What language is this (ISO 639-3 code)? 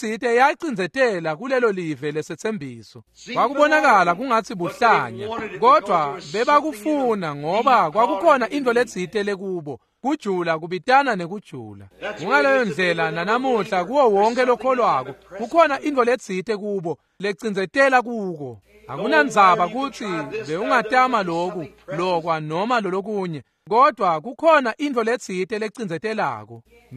ssw